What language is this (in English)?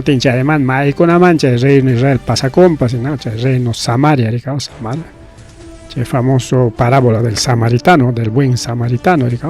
Ayacucho Quechua